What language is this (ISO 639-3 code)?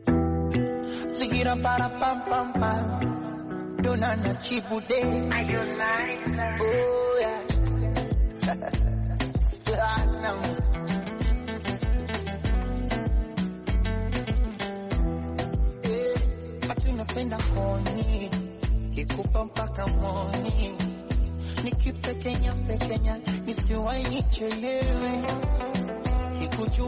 swa